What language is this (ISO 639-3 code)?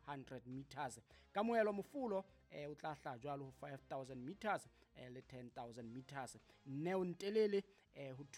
sot